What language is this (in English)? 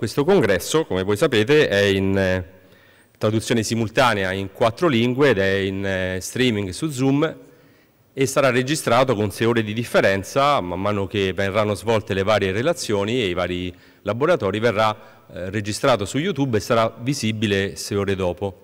Italian